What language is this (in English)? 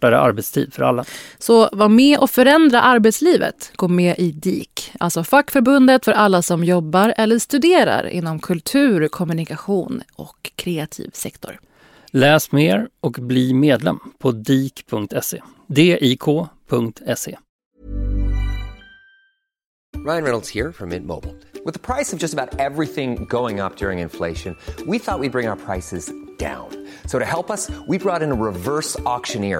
Swedish